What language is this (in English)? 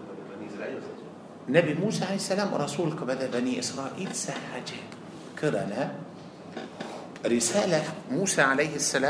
Malay